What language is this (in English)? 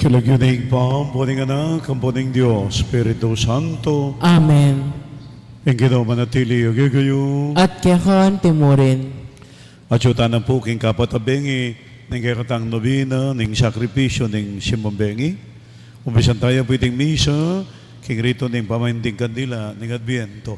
Pampanga